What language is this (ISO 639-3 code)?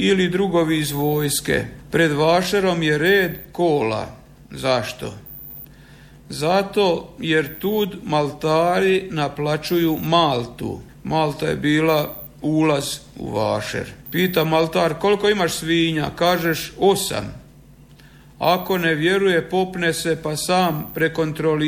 hrv